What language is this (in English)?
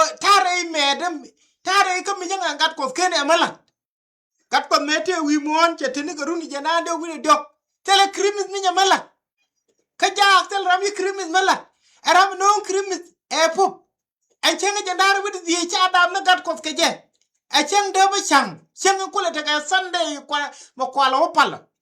Nuer